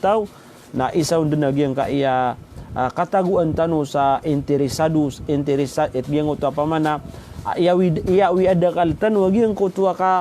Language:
Maranao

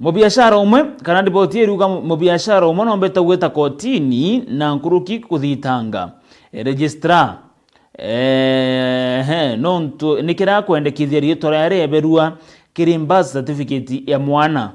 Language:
Meru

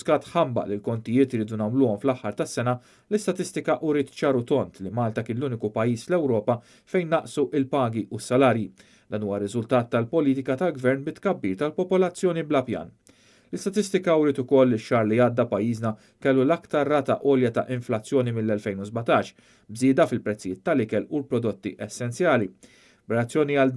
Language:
Maltese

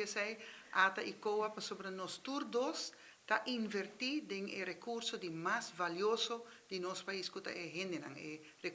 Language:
Papiamento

